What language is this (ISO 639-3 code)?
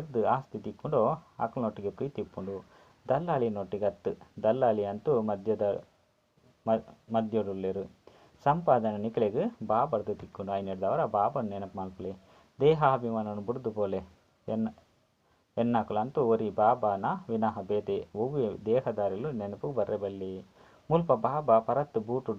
tcy